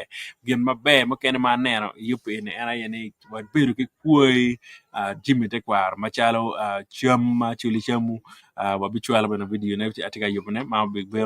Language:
Acoli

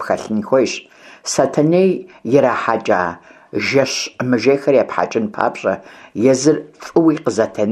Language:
Kabardian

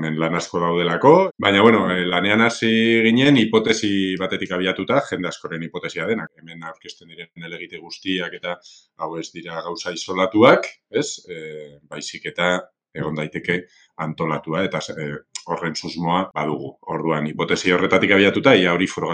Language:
Basque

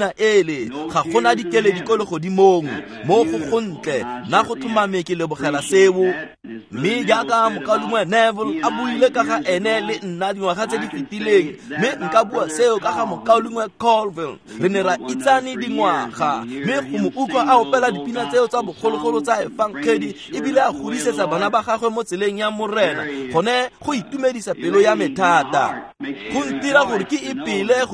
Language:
Tswana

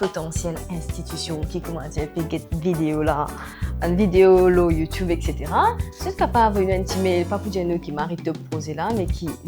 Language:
Morisyen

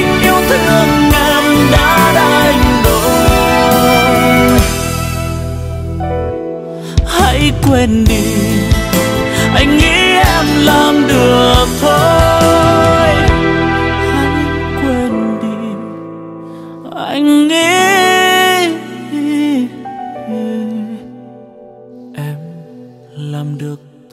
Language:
Vietnamese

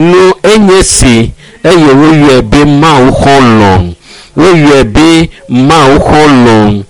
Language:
Ewe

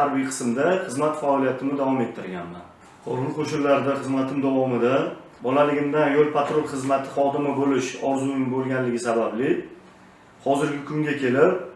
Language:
Uzbek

